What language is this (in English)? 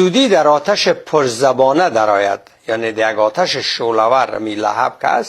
Persian